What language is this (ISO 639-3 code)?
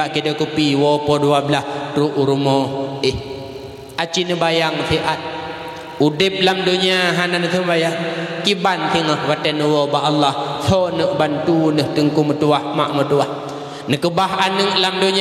ace